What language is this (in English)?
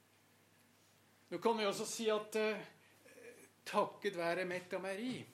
Norwegian